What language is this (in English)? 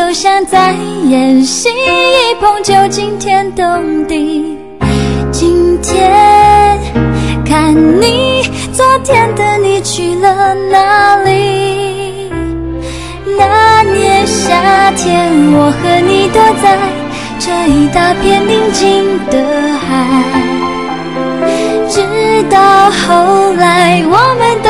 Chinese